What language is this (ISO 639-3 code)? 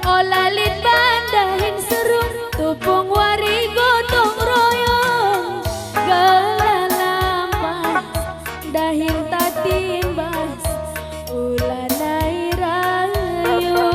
btx